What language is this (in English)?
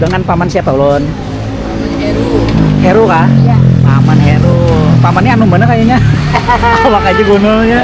Banjar